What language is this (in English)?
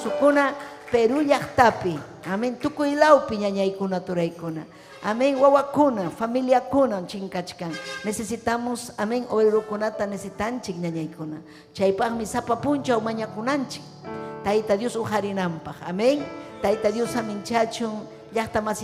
Ayacucho Quechua